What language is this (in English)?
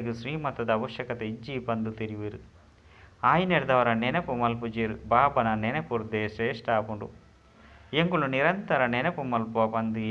Tulu